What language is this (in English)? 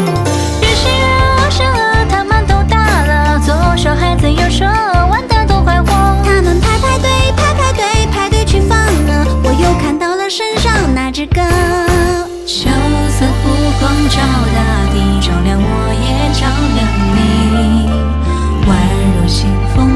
Chinese